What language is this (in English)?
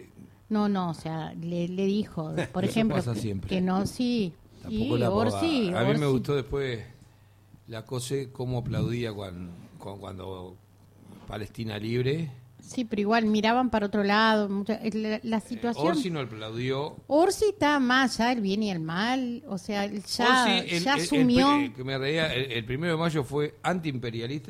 Spanish